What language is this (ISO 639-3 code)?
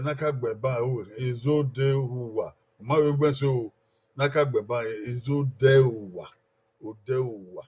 bin